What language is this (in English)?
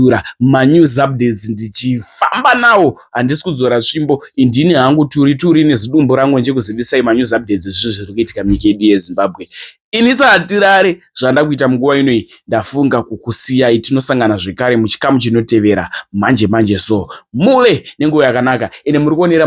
Shona